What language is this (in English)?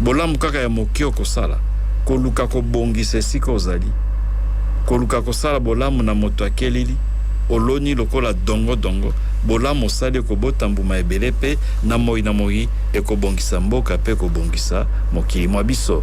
Lingala